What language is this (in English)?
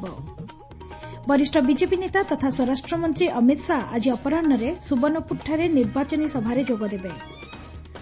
Odia